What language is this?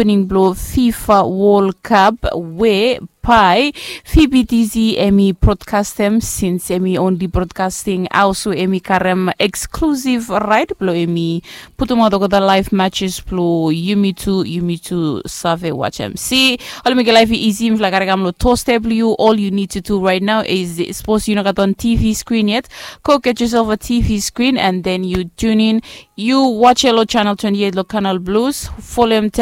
Bislama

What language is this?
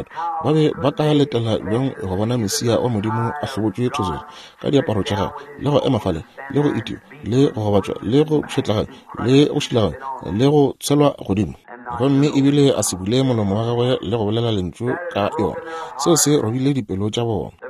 Northern Sotho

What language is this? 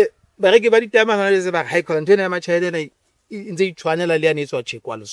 Southern Sotho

